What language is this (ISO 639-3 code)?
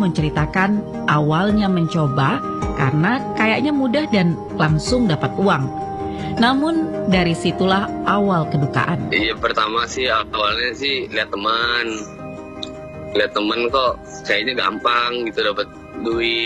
ind